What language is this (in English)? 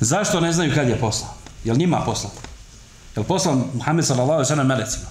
Bosnian